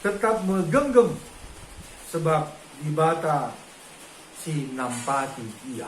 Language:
Batak Karo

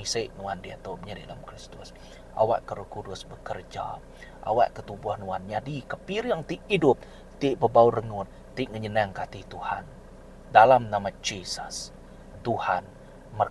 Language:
Iban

